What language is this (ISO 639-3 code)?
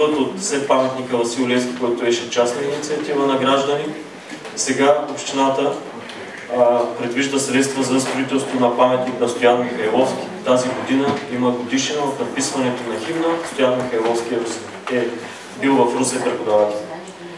bul